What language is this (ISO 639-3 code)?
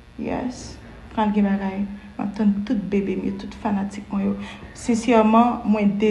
hat